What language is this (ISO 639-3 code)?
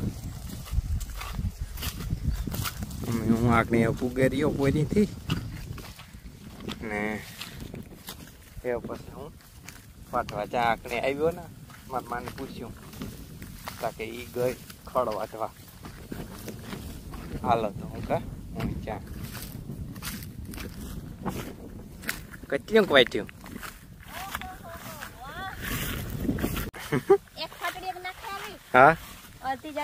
guj